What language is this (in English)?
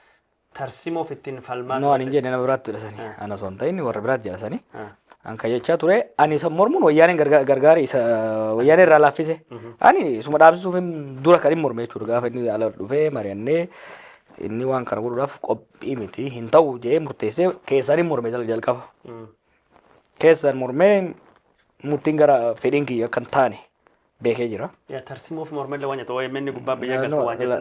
Oromo